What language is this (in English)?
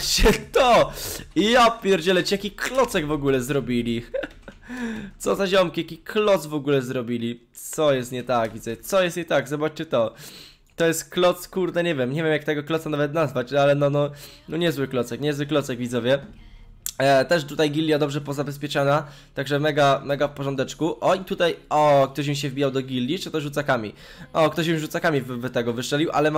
Polish